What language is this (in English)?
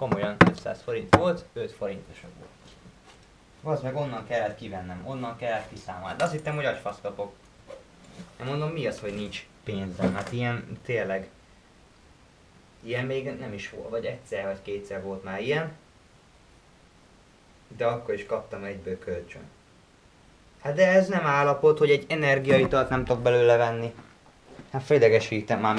Hungarian